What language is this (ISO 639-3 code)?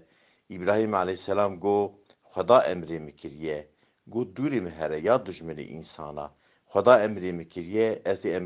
kur